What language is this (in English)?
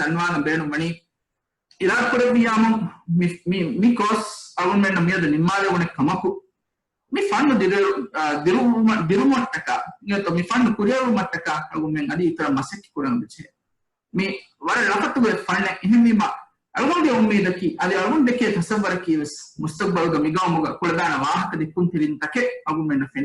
Divehi